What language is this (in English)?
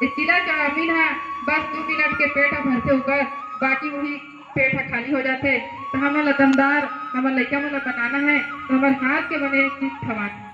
Chhattisgarhi